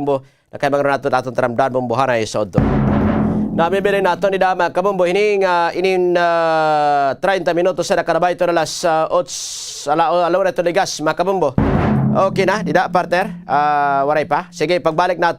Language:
Waray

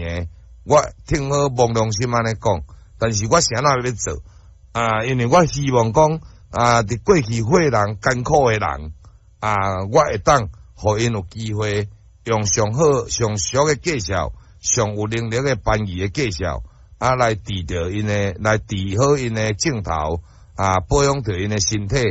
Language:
Min Nan Chinese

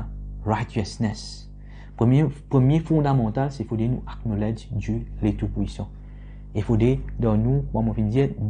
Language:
Morisyen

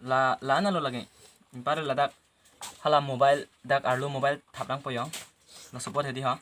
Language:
Karbi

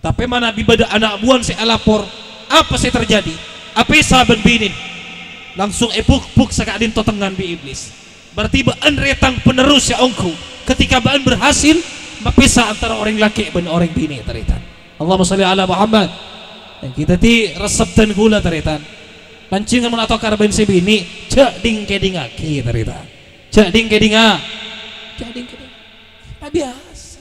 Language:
Madurese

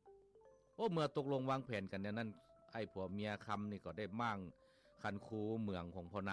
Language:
Lao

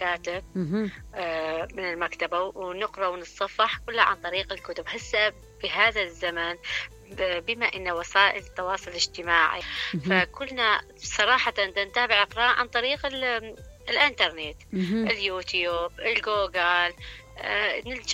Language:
Mesopotamian Arabic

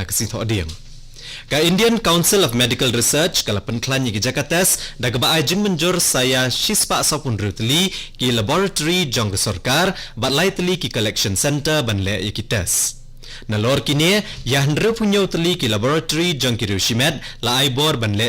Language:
Khasi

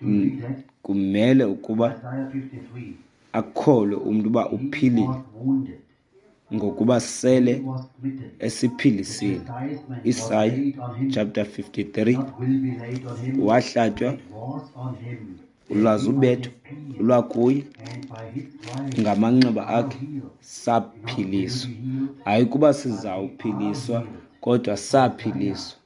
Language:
Xhosa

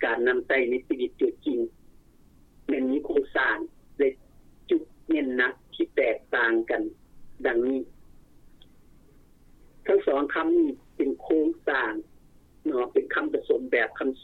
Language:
Lao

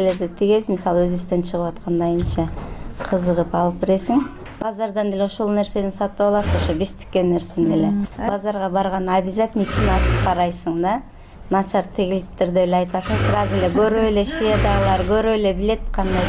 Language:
Kyrgyz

